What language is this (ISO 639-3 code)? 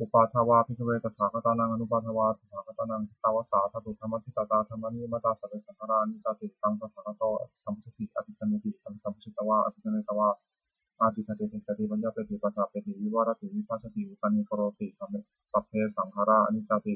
pli